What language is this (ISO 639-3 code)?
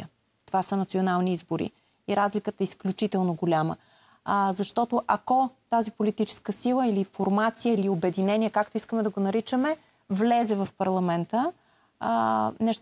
bul